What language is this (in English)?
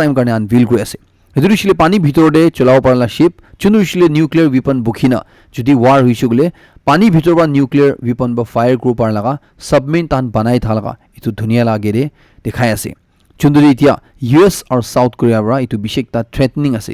Naga Pidgin